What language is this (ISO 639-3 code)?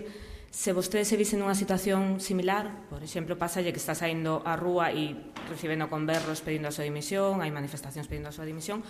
glg